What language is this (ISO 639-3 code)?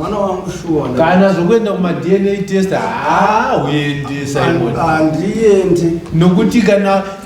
sna